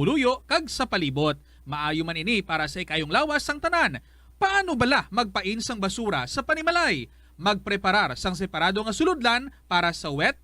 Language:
Hiligaynon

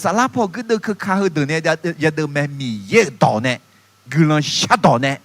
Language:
Akha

